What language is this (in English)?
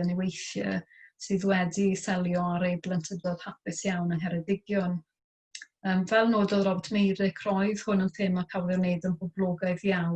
Welsh